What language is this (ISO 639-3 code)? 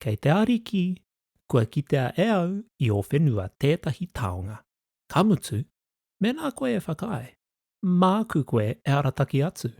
mri